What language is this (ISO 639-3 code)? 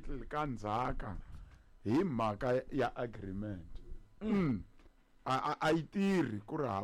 tso